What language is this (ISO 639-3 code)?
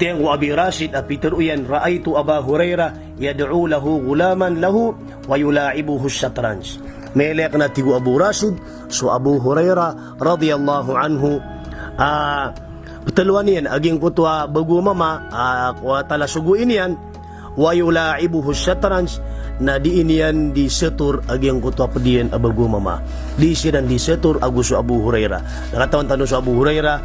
mrw